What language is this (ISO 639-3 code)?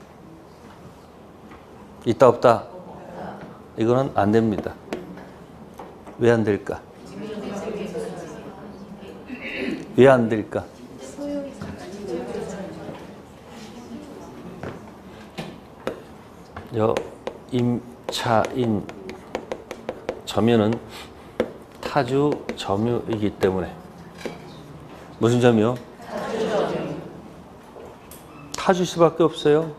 kor